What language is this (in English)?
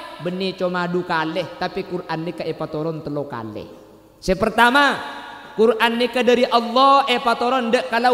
Madurese